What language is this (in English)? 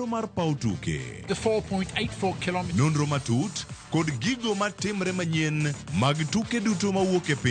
Luo (Kenya and Tanzania)